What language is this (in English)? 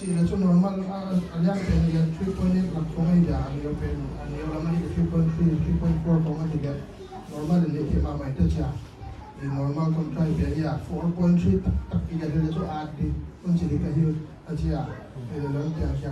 Paite Chin